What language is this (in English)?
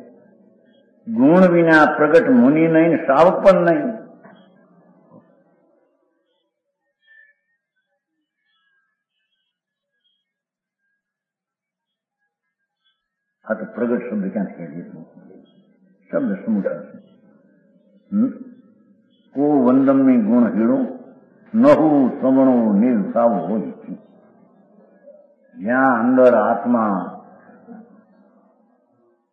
Gujarati